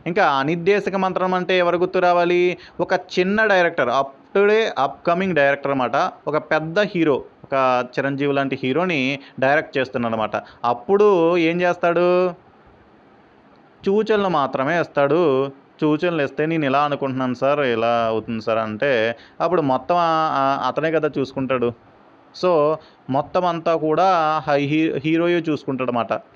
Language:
Telugu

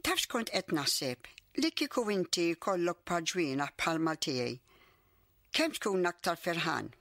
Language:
Maltese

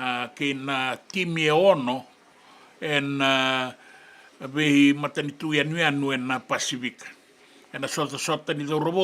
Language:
Fijian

